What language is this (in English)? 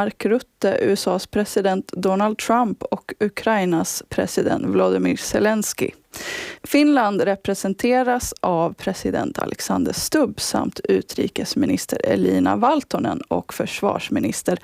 Swedish